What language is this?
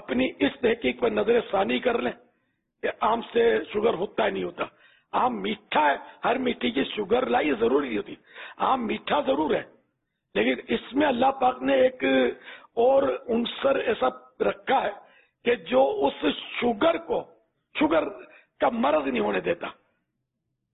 Urdu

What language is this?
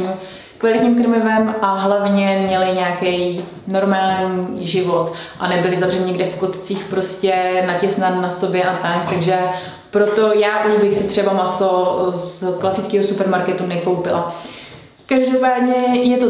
Czech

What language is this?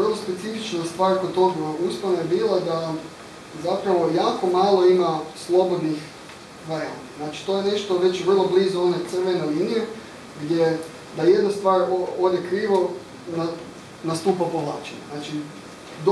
Croatian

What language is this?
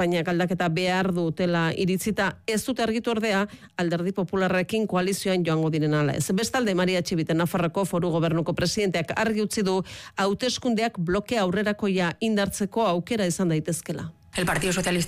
Basque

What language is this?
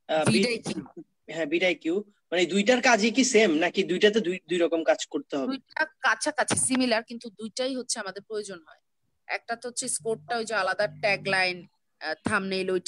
Bangla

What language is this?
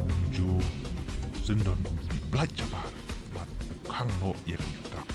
Khasi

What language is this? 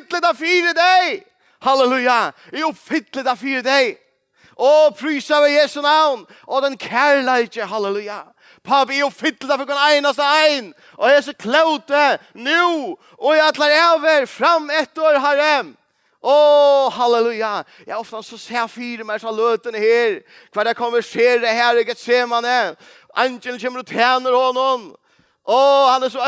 Faroese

